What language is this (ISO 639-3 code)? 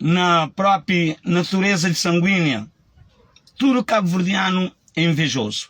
kea